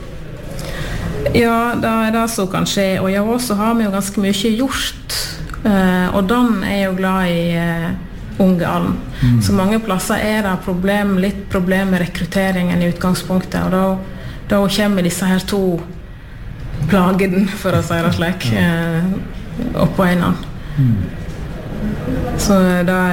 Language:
Norwegian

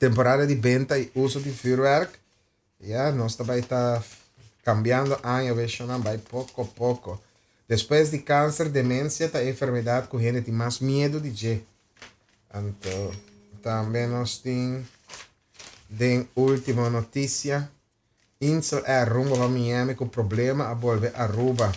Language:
Papiamento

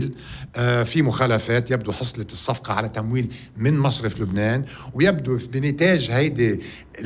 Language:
North Levantine Arabic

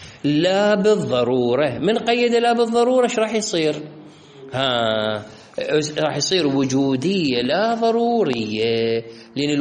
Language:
Mesopotamian Arabic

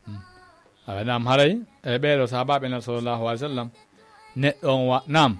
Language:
Fula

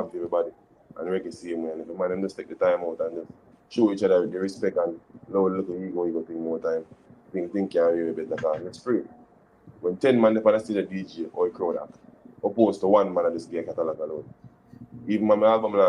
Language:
Jamaican Creole English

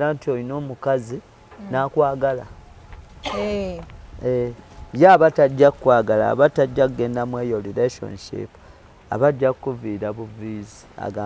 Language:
Ganda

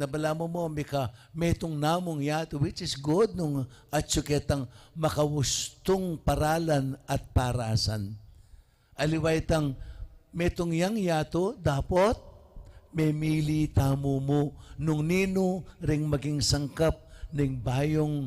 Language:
Pampanga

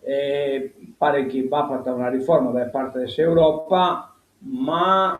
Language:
Sardinian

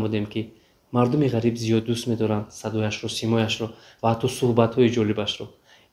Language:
Tajik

